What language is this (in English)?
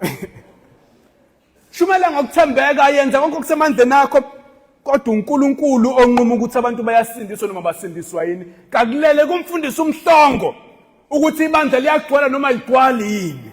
Zulu